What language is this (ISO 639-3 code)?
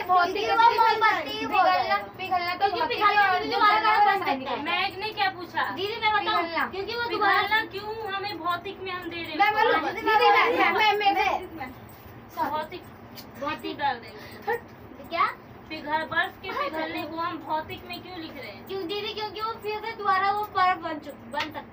hin